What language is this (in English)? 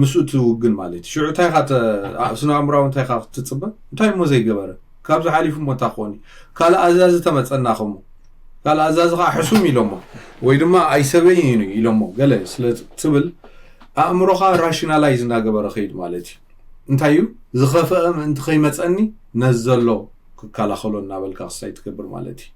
Tigrinya